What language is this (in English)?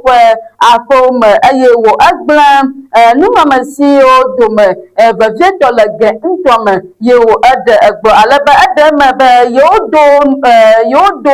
Ewe